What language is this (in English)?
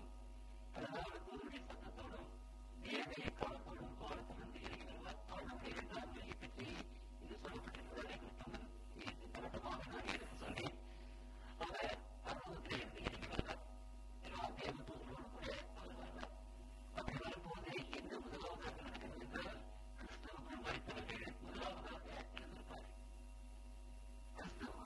Tamil